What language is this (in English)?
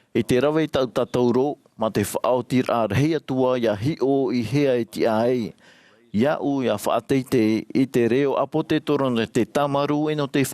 Tahitian